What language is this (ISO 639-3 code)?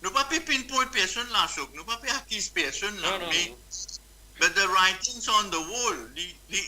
mfe